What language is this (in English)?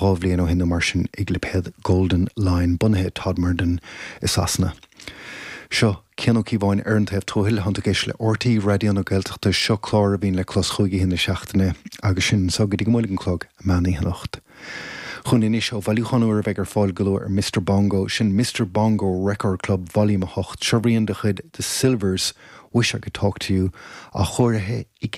Irish